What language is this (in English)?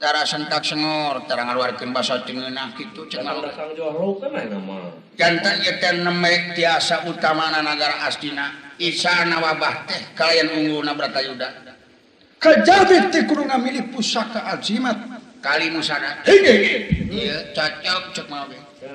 Sundanese